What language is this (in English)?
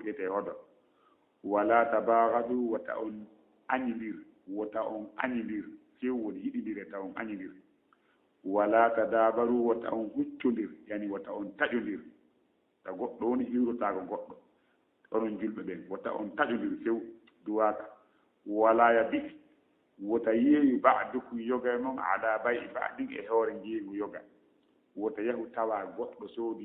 Fula